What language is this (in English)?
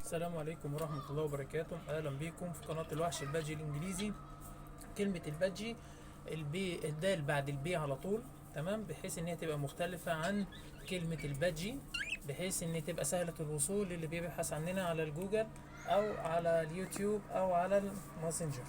Egyptian Arabic